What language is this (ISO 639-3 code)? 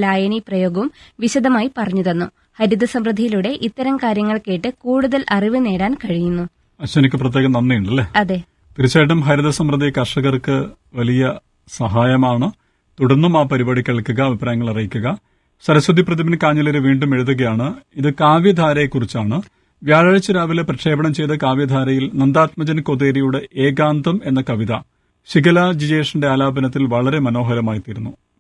mal